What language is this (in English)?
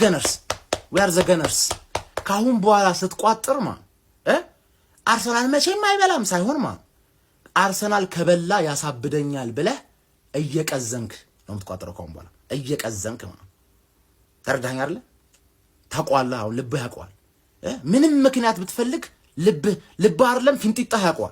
Amharic